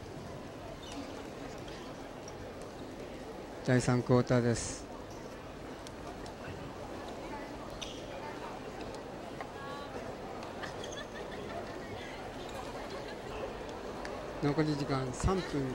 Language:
Japanese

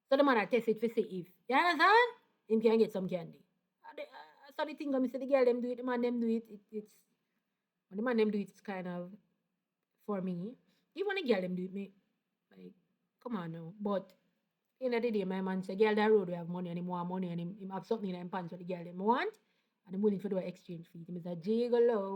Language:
Jamaican Creole English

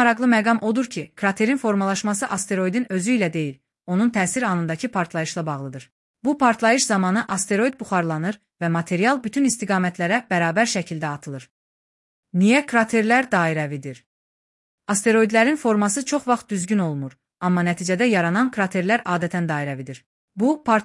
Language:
Azerbaijani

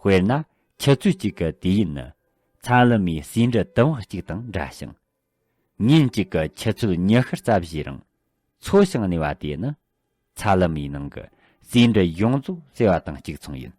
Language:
Tibetan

